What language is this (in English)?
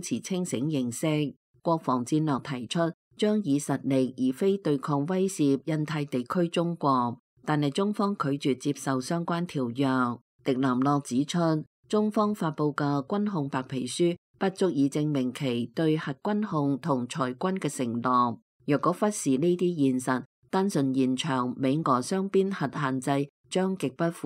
Cantonese